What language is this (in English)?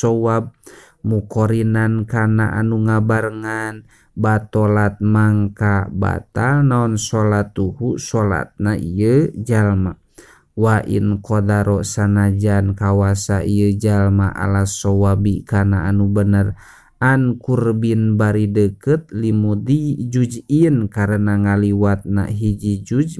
Sundanese